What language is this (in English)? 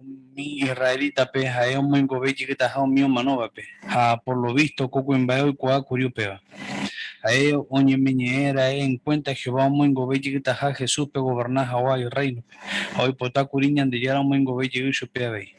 Guarani